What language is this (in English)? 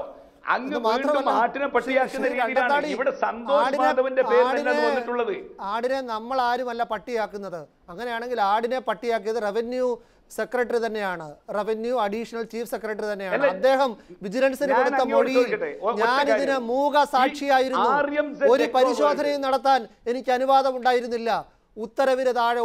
Malayalam